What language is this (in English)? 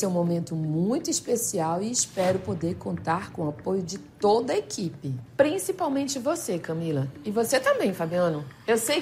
Portuguese